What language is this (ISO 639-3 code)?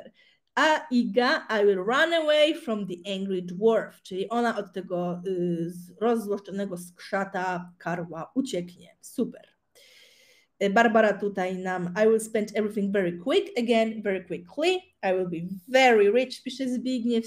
pol